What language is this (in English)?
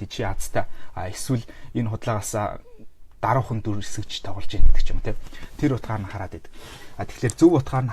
Mongolian